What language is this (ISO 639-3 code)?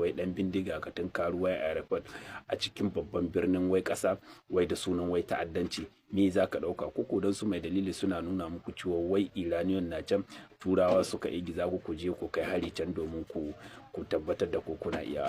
hau